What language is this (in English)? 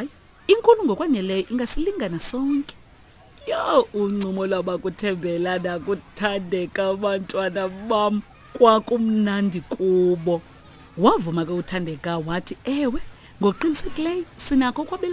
Xhosa